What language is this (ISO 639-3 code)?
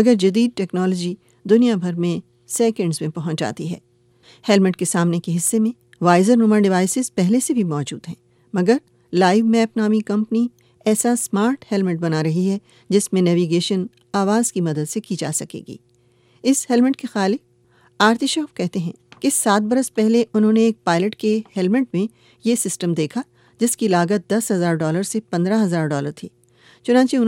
urd